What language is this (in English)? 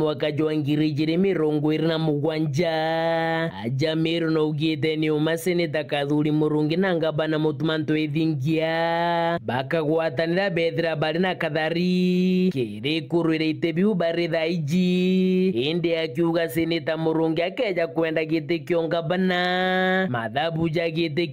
Meru